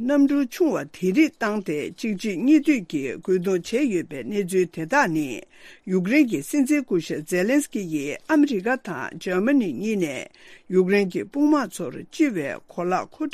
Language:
Tibetan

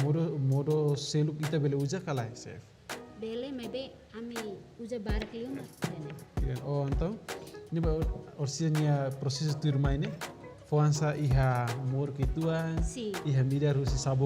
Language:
Tetum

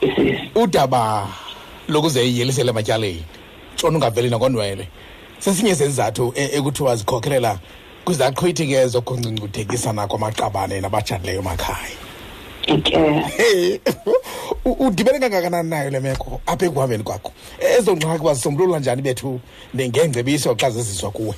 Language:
Xhosa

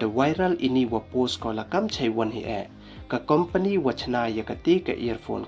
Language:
Pnar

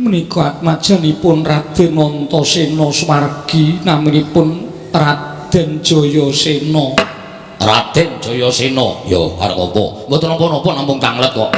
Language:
Javanese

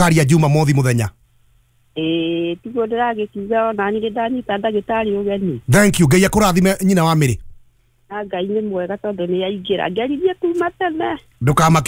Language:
Kikuyu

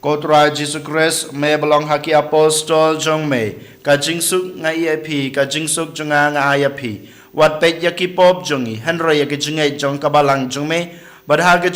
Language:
Khasi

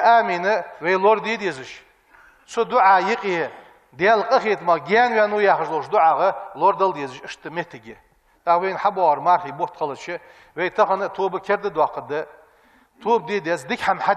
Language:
Ingush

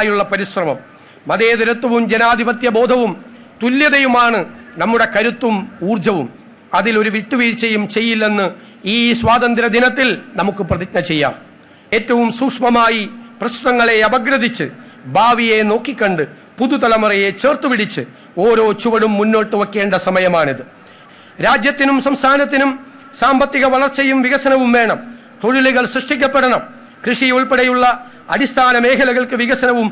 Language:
Malayalam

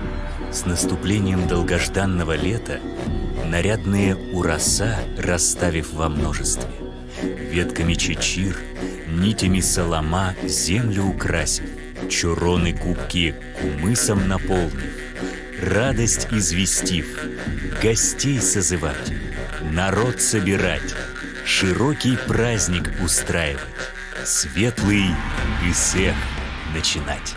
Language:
Yakut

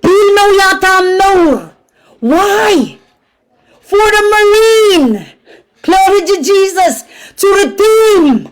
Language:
Pohnpeian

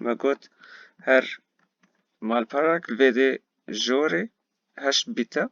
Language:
Kurdish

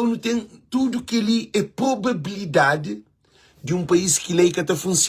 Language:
Kabuverdianu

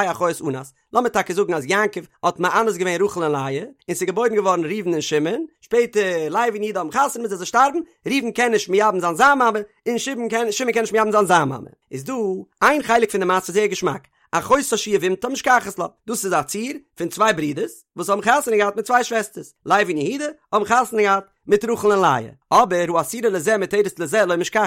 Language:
Yiddish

